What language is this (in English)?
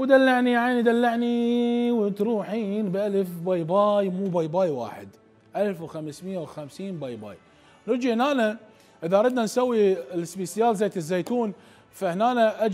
Mesopotamian Arabic